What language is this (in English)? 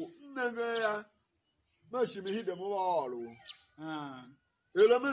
Tiv